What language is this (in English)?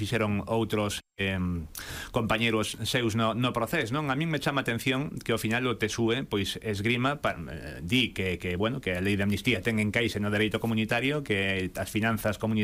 Galician